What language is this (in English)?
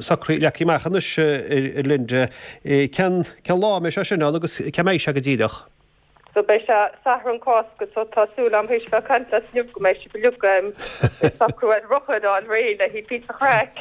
Irish